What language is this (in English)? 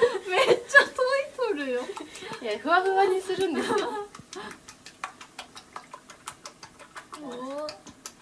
Japanese